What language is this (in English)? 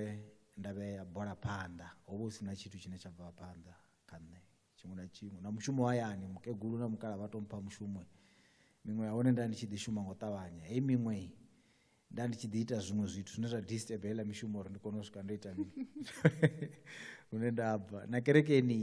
Venda